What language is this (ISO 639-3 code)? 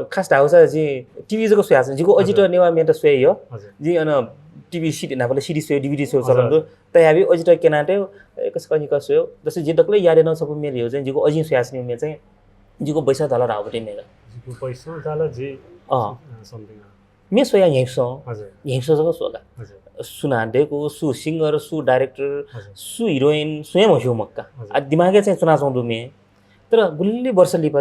new